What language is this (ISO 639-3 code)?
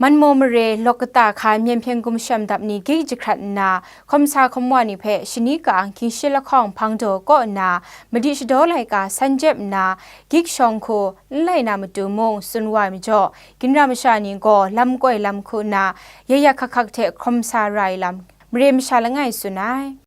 kac